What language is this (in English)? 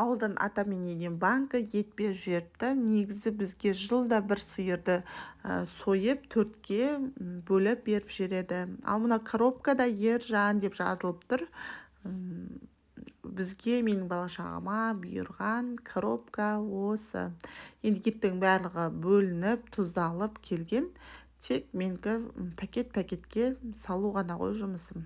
Kazakh